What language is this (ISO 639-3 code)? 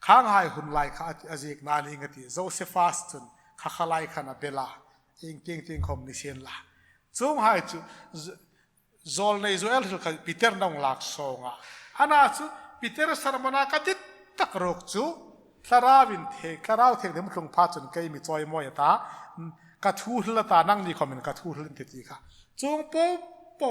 hmr